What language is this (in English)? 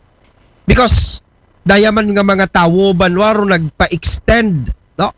Aklanon